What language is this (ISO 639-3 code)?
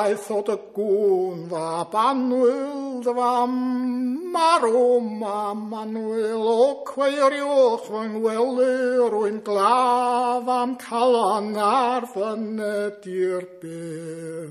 cym